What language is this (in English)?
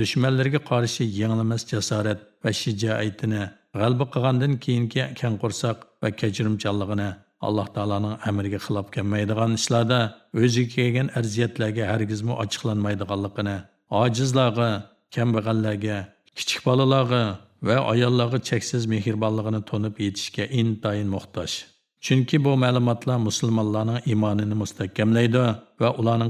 Uyghur